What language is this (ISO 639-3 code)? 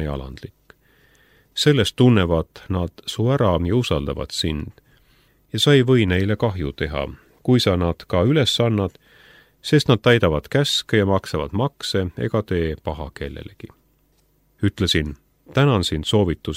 est